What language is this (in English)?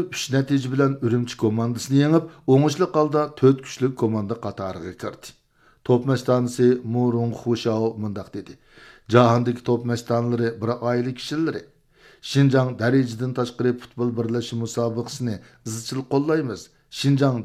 Uyghur